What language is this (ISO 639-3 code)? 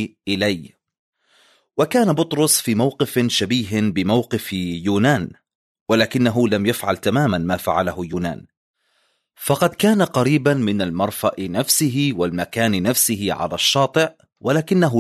ara